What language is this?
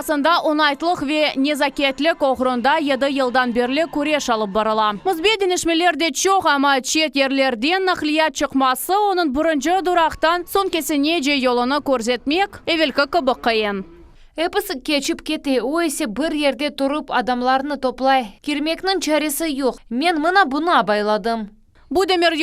Crimean Tatar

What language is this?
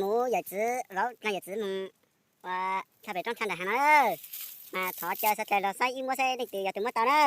Hmong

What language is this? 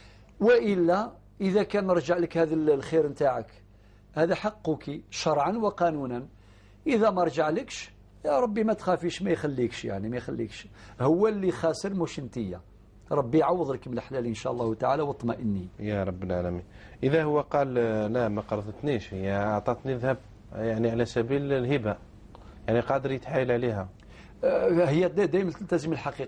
Algerian Arabic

